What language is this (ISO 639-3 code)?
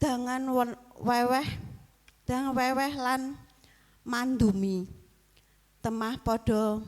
jav